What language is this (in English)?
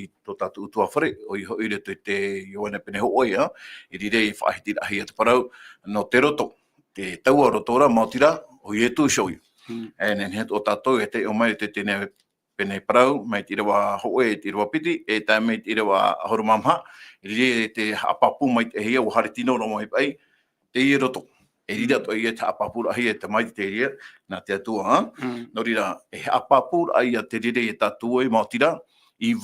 Tahitian